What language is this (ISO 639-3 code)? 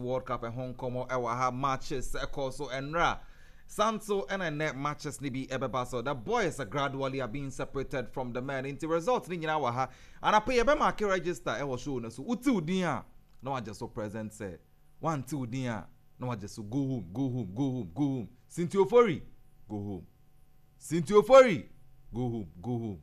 aka